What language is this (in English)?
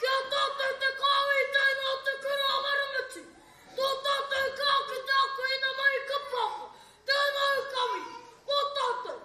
Māori